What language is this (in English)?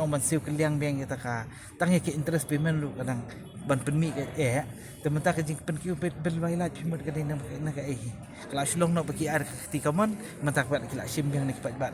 Khasi